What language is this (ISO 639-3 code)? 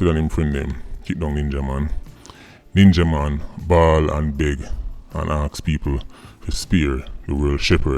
jam